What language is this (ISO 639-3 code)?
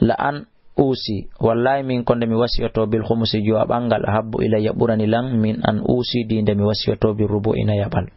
ful